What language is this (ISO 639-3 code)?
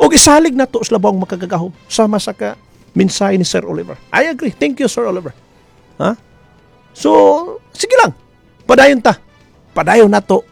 ceb